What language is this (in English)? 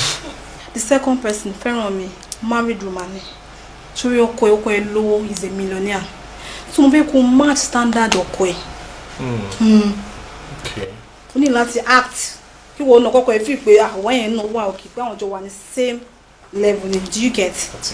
Yoruba